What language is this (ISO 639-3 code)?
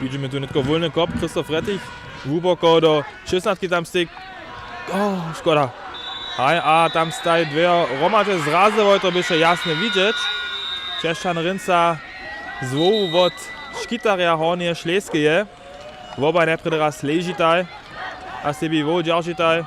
hsb